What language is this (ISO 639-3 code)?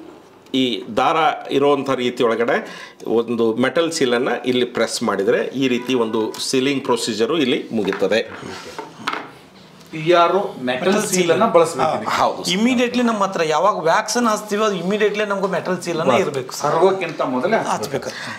kan